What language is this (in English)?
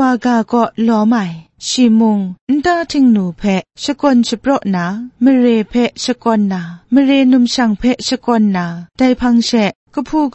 Kachin